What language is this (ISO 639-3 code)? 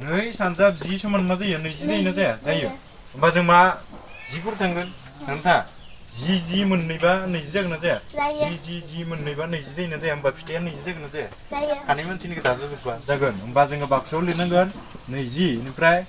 brx